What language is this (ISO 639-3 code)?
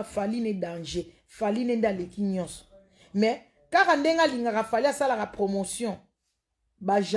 lin